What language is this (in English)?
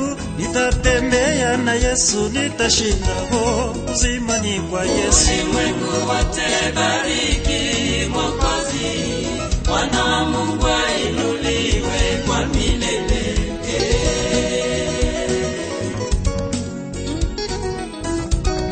Swahili